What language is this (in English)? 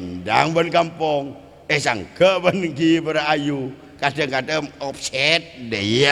Madurese